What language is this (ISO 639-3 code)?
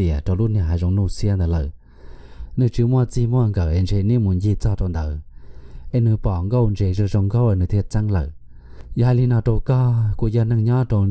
hmn